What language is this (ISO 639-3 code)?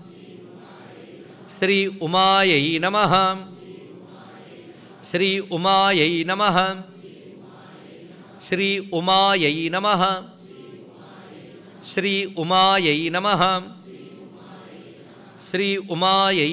tel